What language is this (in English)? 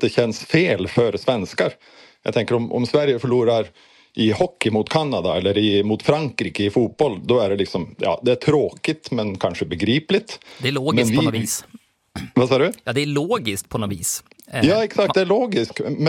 Swedish